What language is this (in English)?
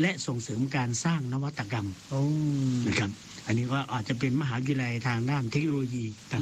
Thai